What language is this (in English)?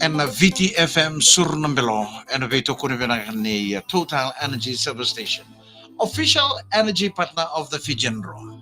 Fijian